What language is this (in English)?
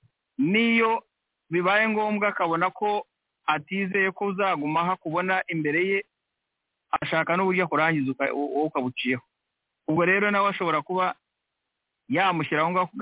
Kinyarwanda